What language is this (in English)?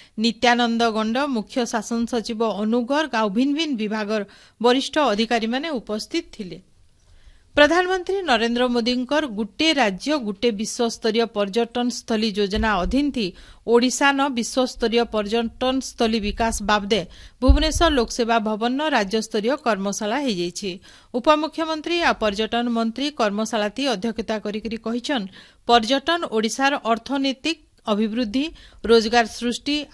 Odia